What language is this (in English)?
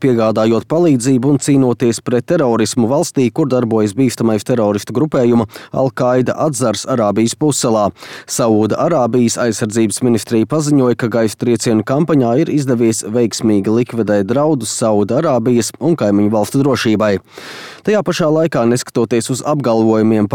Latvian